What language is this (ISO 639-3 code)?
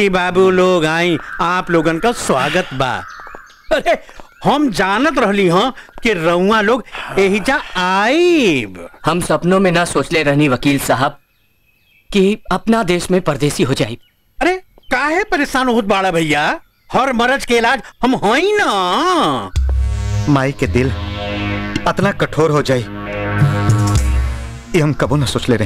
bho